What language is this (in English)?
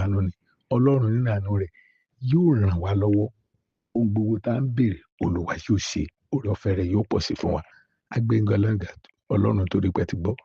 Yoruba